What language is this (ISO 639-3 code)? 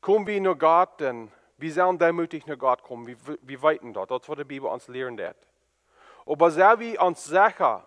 pdt